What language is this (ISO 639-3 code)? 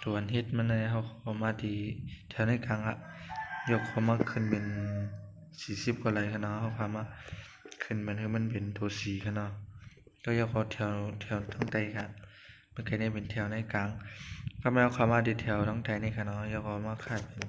shn